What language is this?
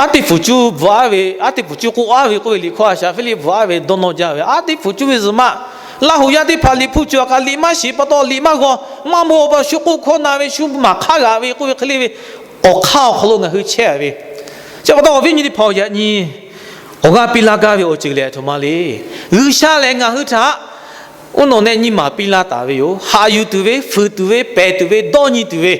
Lahu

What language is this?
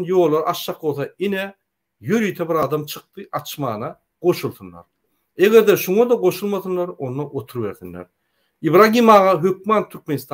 Turkmen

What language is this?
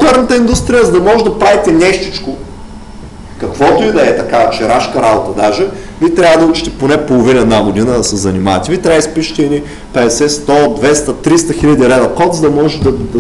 Bulgarian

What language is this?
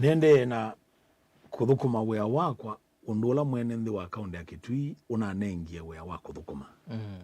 Kamba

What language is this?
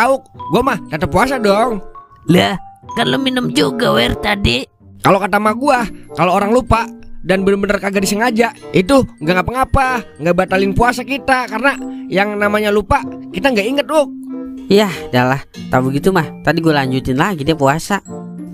Betawi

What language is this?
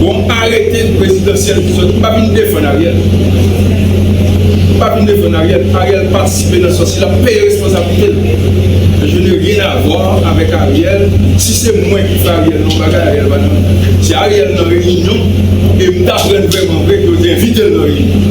Haitian Creole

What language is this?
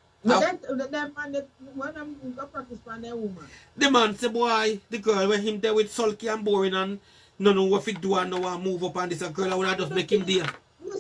Jamaican Creole English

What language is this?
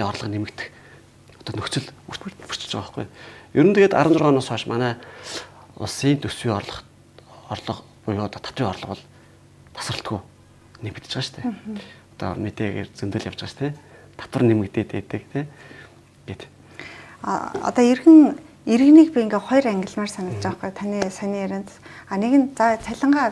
Mongolian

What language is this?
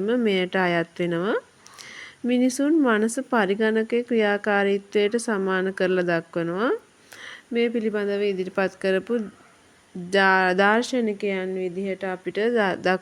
Sinhala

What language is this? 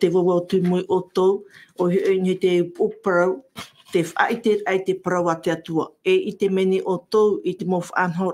Tahitian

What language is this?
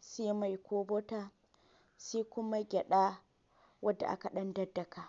Hausa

